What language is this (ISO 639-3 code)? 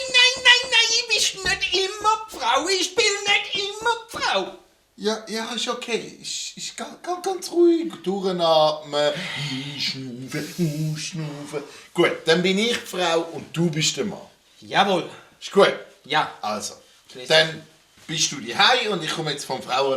gsw